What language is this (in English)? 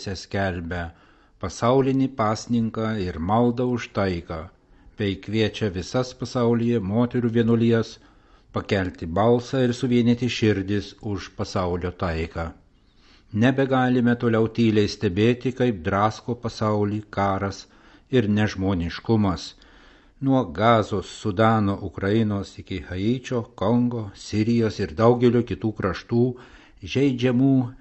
Lithuanian